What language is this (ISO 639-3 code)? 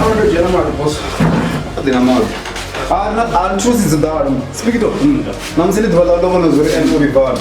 ven